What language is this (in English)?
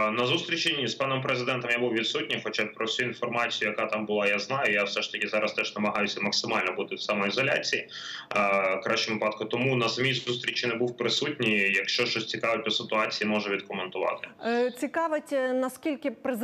Ukrainian